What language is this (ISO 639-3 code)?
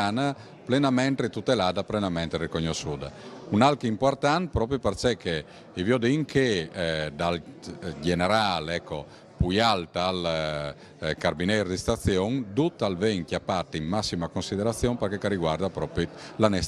fur